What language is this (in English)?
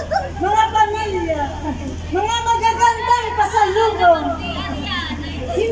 Filipino